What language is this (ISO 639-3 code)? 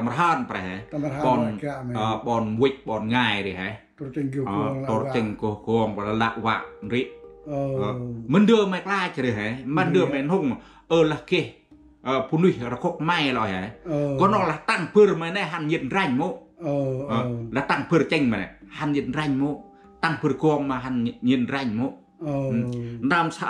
cmo